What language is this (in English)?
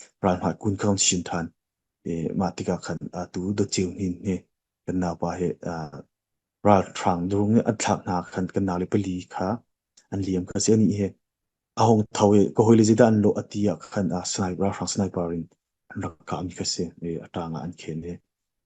Hakha Chin